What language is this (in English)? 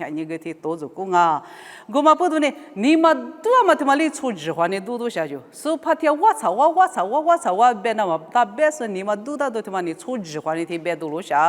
Lisu